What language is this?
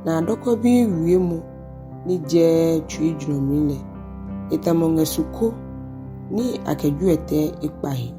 Ga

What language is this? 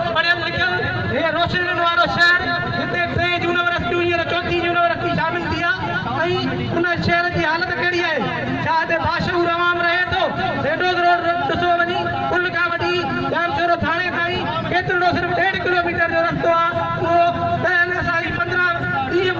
Sindhi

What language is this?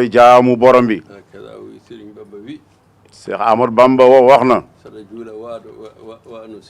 Wolof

